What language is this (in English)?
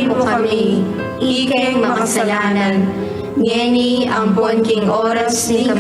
Pampanga